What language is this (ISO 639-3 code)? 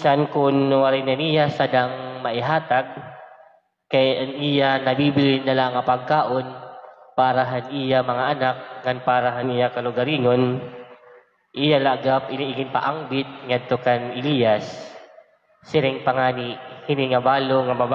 war